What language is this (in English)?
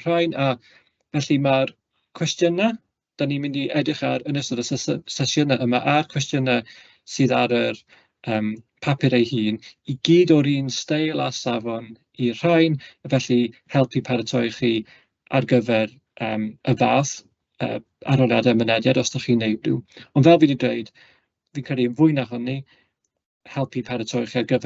Welsh